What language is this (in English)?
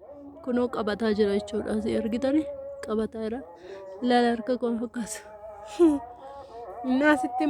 Oromo